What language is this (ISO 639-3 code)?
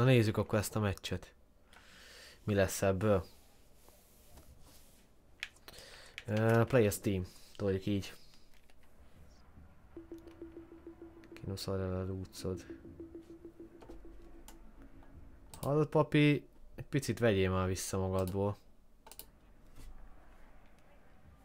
hun